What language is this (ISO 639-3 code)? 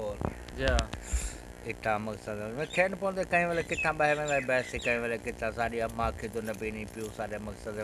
skr